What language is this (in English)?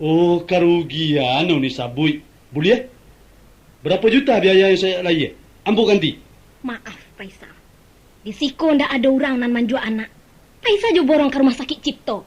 Minangkabau